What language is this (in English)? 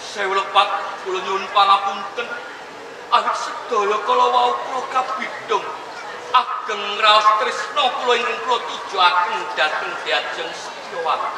Javanese